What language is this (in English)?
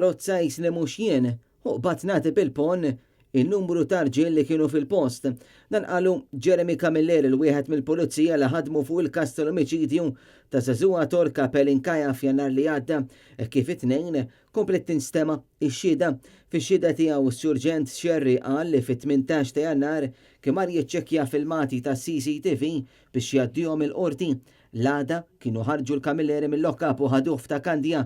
Maltese